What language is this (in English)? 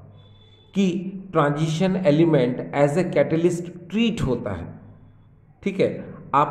Hindi